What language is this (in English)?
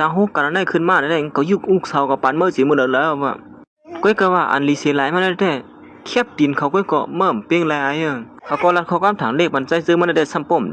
Shan